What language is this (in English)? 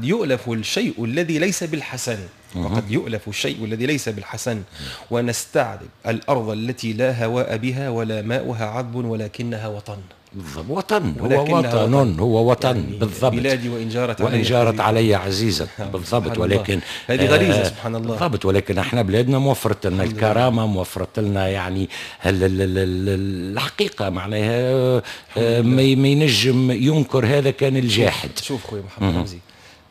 Tunisian Arabic